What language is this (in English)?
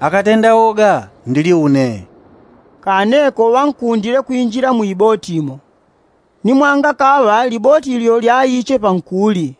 Yao